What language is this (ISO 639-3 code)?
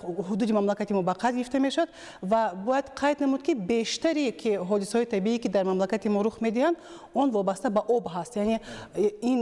tgk